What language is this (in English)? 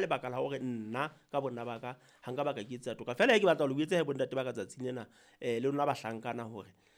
Southern Sotho